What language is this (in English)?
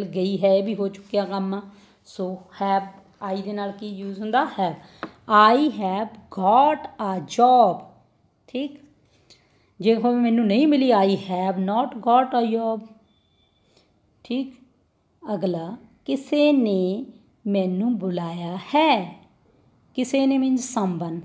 Punjabi